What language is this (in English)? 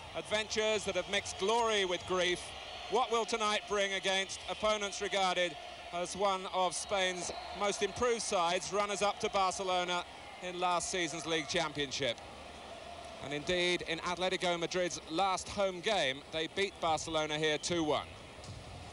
English